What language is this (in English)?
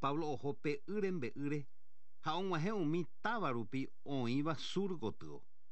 Guarani